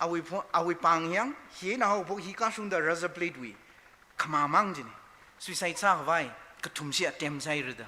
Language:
Tangkhul Naga (India)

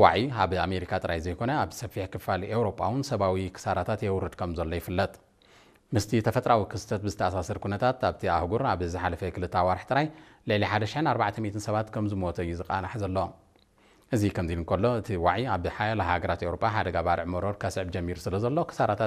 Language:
Tigrinya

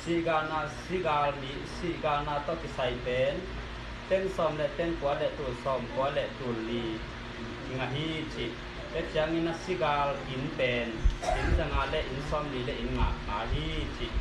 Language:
Tedim Chin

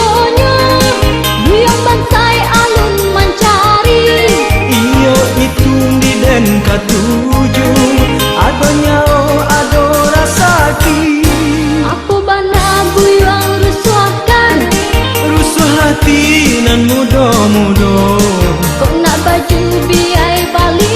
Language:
Minangkabau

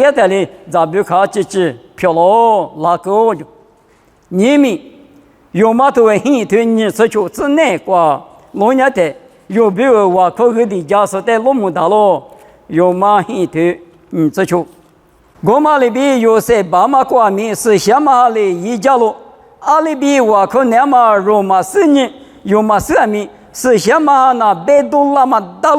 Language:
Lisu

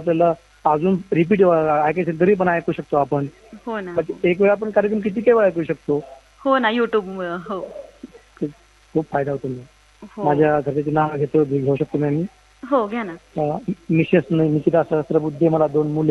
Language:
Marathi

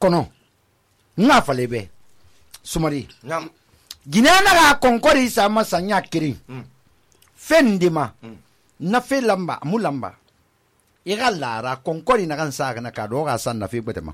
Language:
Susu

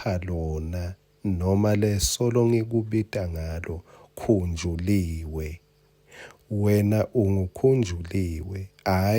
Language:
Swati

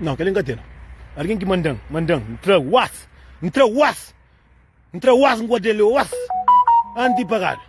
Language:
Kabuverdianu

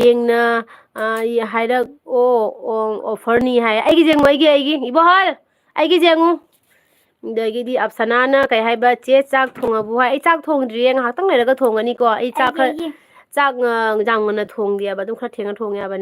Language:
Manipuri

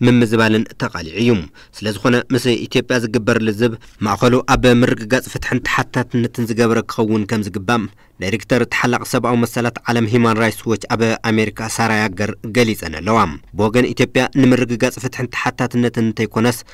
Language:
Tigrinya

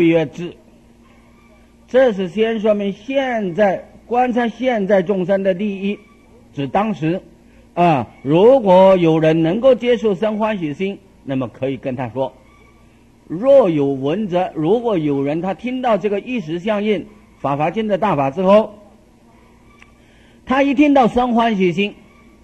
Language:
Chinese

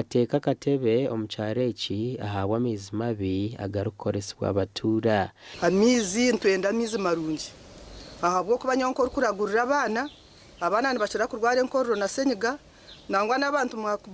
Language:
Nyankole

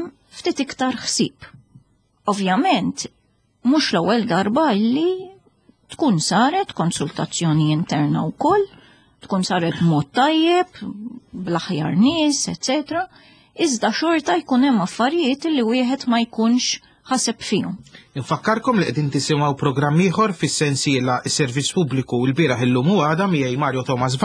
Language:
Maltese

